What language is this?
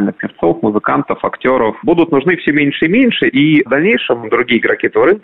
Russian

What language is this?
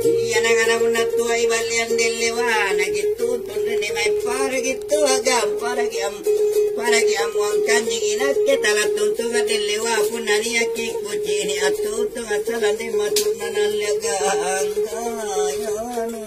Makasar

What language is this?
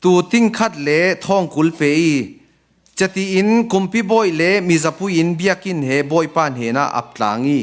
Falam Chin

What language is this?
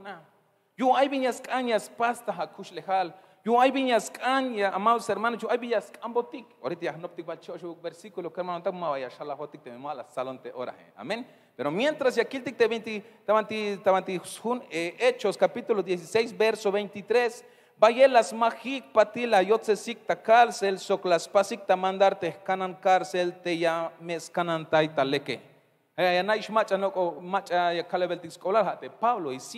Tzeltal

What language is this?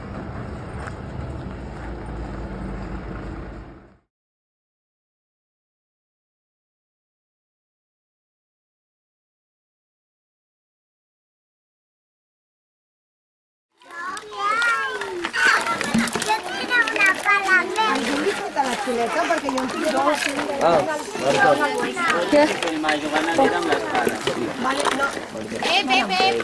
Catalan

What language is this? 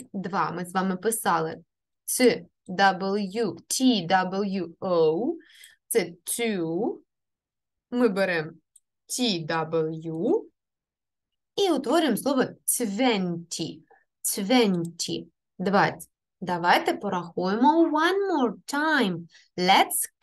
Ukrainian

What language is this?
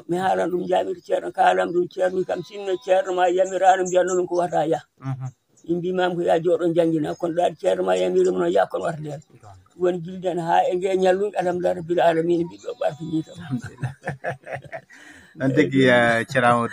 Fula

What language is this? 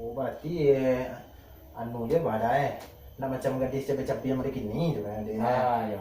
Minangkabau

